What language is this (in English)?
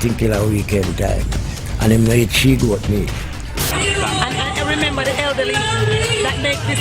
Jamaican Creole English